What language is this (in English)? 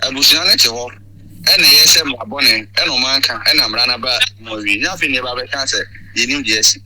Akan